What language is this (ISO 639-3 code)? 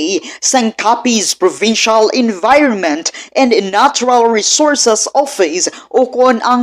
hil